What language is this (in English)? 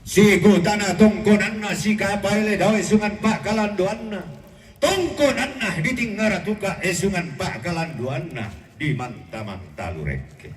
Toraja-Sa'dan